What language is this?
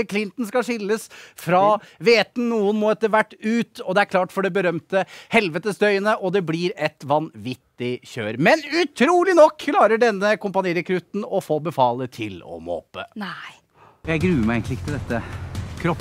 Norwegian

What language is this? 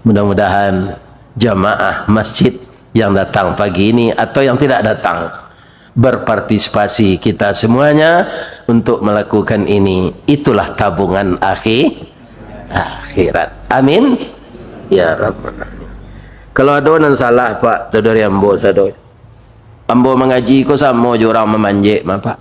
Minangkabau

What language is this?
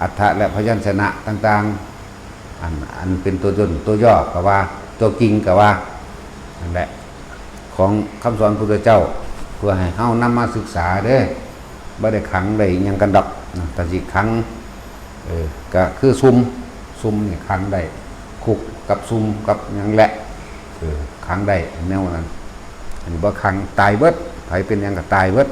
Northeastern Thai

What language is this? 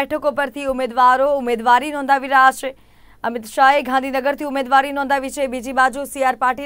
Gujarati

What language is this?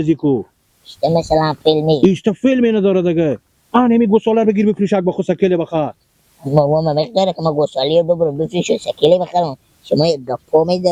Persian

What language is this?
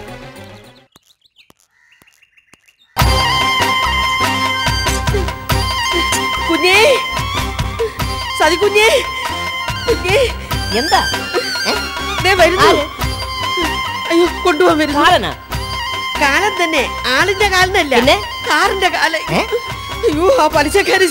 Malayalam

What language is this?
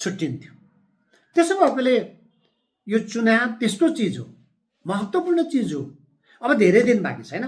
Nepali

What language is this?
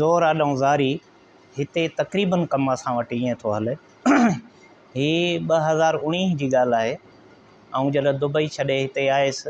Sindhi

